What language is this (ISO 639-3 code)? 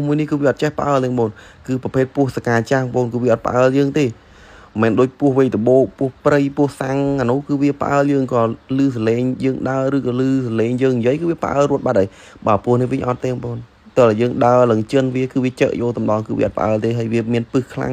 khm